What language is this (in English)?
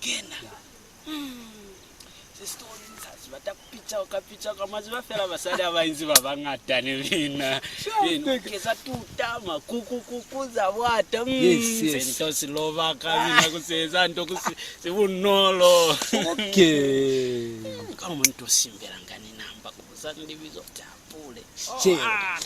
Lozi